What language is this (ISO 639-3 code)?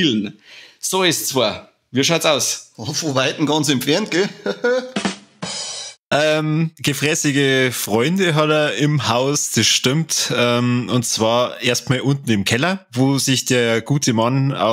bar